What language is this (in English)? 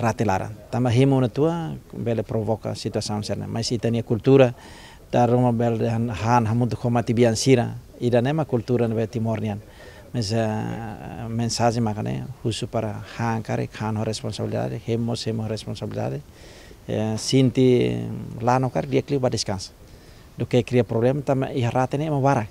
Tetum